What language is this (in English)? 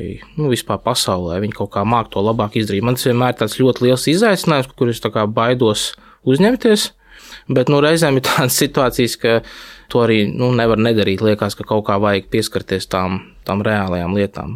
Latvian